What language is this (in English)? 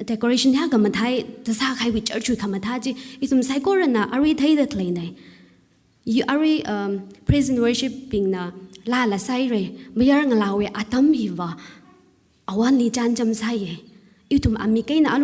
Tangkhul Naga (India)